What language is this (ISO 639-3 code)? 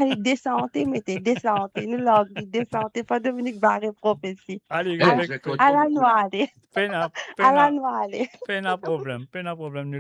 mfe